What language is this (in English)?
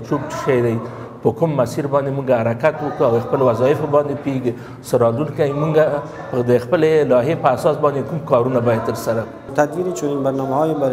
Pashto